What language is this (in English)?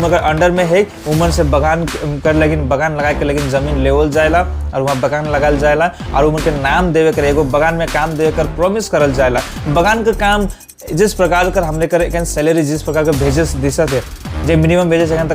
Sadri